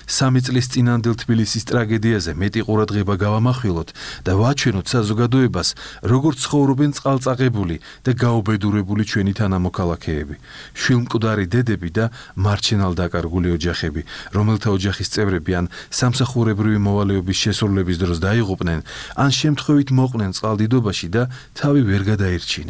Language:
Georgian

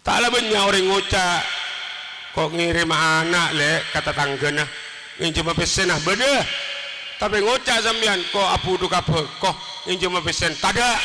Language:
Madurese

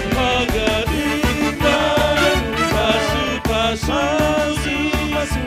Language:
Batak Simalungun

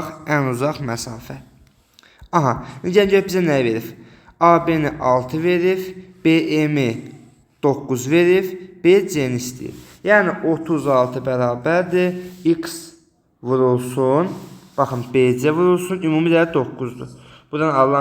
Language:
Azerbaijani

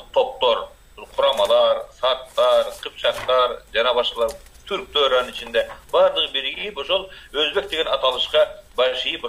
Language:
Kyrgyz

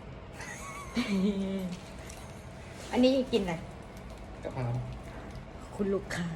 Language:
Lao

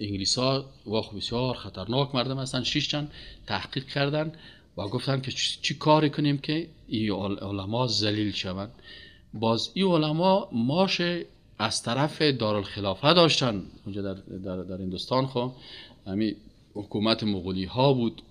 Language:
Persian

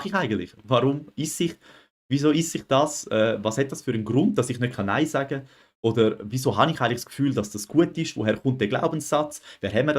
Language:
Swiss German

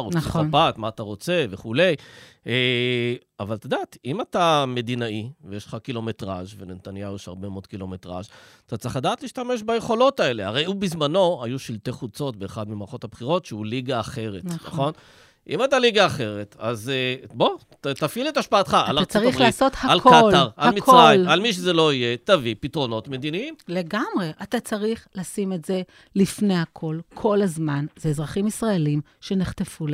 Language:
Hebrew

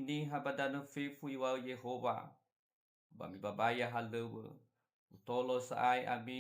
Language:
Nias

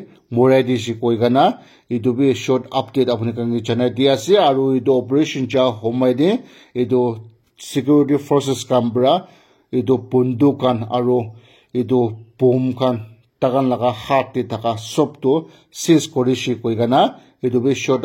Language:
Naga Pidgin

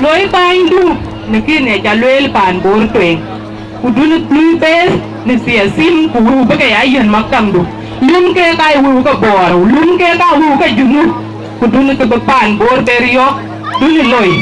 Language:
Dinka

